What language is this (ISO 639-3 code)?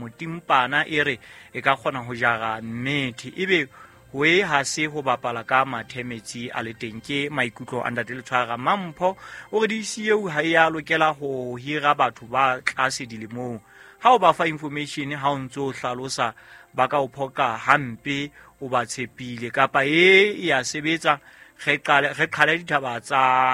sot